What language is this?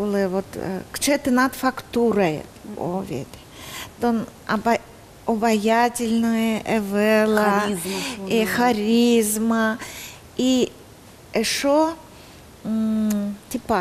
Udmurt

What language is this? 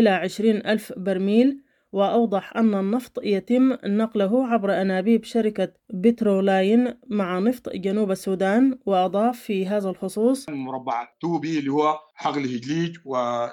Sudanese Arabic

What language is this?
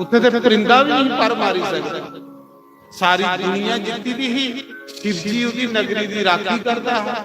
Dogri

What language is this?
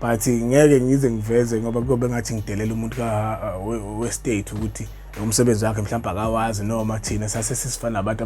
Zulu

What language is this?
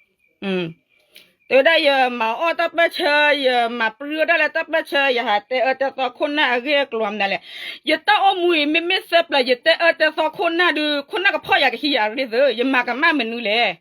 S'gaw Karen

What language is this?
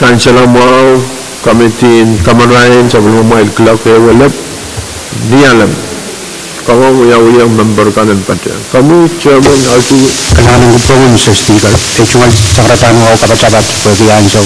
Pohnpeian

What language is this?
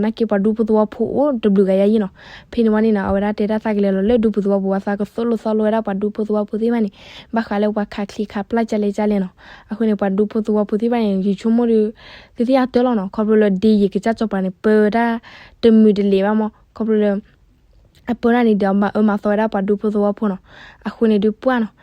S'gaw Karen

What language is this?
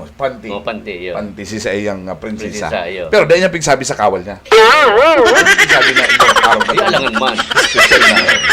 Bikol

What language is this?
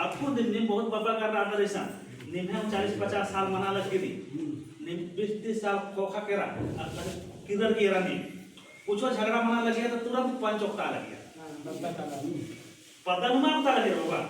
Kurukh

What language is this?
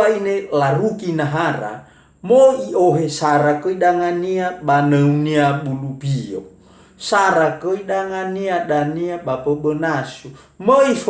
Nias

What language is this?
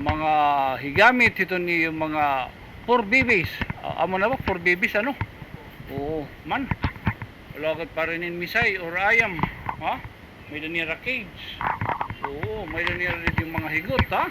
Waray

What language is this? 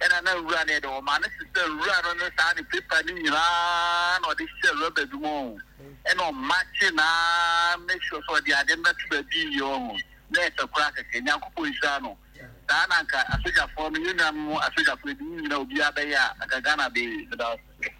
Akan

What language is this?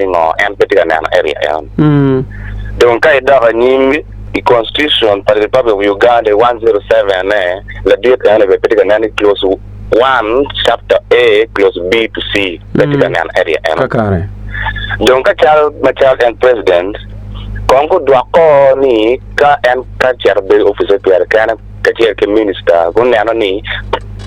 Acoli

